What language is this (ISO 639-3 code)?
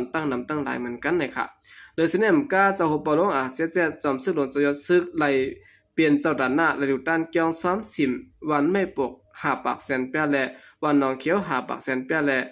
shn